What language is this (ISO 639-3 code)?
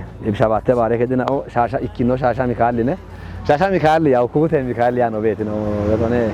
kbr